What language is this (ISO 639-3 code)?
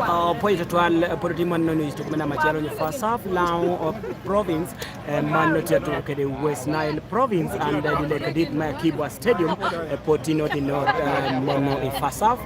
laj